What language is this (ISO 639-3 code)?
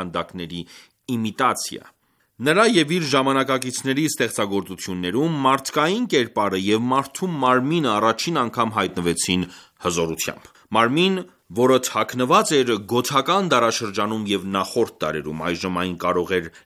hye